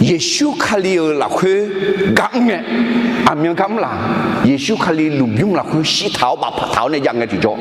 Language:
Akha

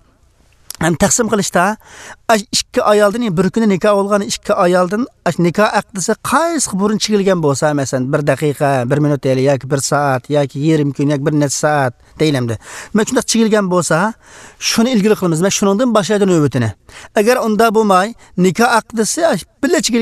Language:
Uyghur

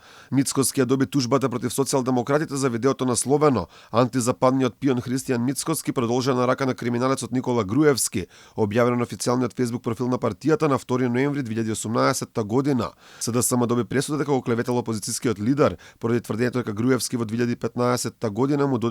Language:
Macedonian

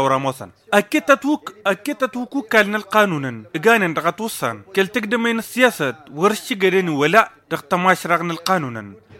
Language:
Tamasheq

